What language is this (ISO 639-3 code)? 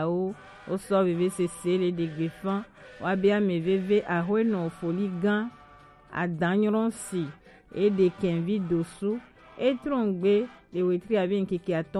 gej